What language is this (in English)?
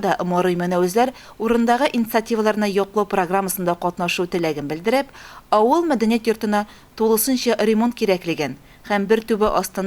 Tatar